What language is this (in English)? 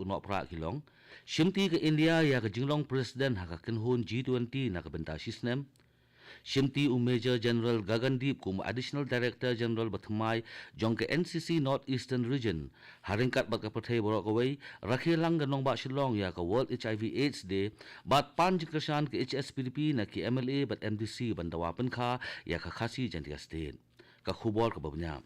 Khasi